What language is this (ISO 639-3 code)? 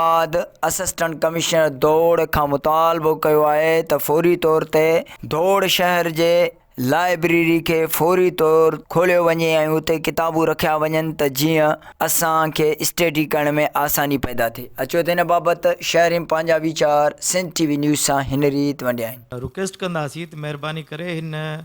snd